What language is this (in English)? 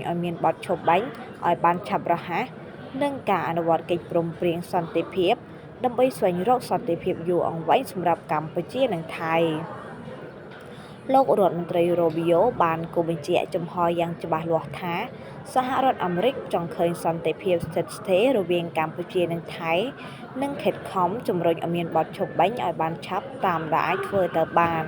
Khmer